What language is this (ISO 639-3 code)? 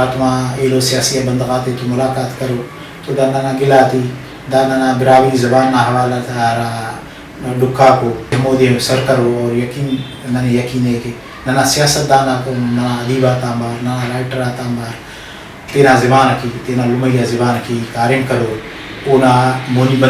brh